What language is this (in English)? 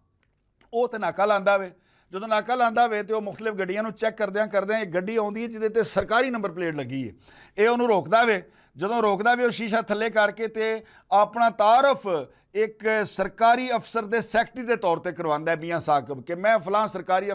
Western Panjabi